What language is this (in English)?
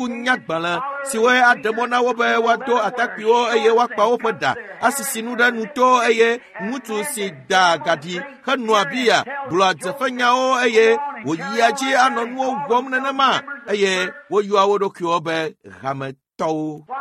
Ewe